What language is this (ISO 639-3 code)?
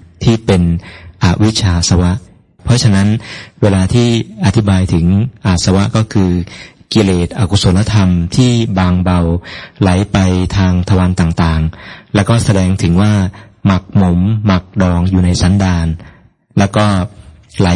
tha